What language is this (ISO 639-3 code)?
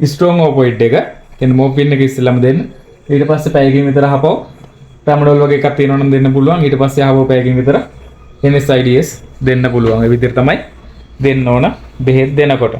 sin